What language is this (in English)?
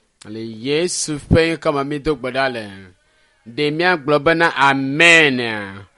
Ewe